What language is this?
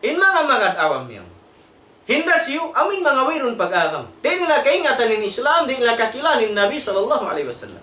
Tausug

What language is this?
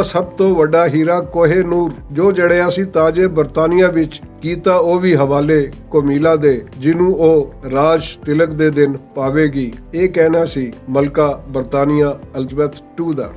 Western Panjabi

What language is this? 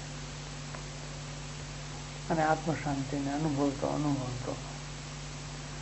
Gujarati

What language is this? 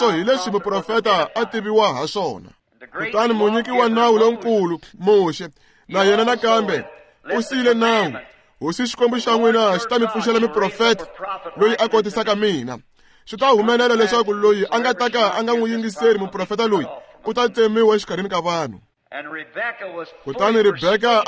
Tsonga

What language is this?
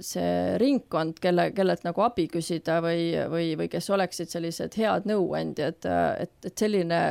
Estonian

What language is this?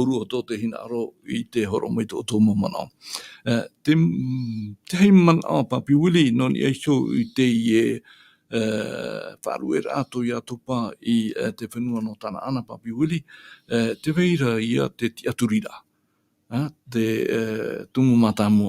Tahitian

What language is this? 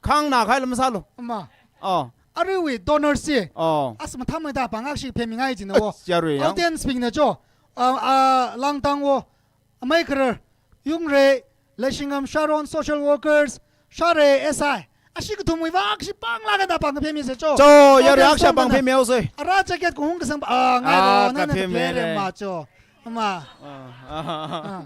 Tangkhul Naga (India)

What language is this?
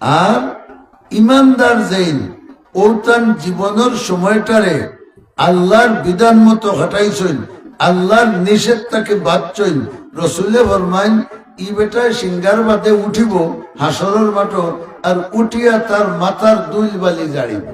Sylheti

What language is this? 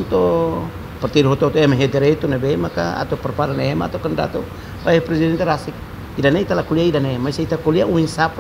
Tetum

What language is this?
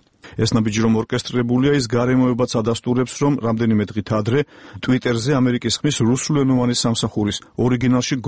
Georgian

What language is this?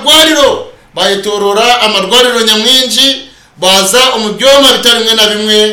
Nyankole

